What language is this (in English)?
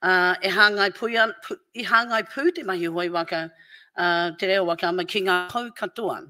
Māori